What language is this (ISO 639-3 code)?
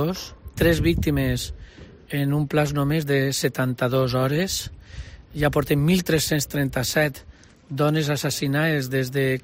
cat